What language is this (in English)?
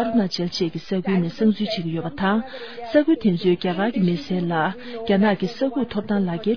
Tibetan